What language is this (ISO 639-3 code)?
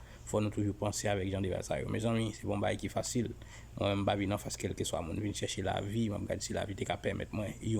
hat